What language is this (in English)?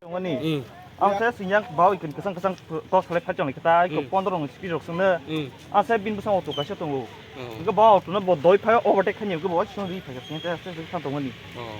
Kok Borok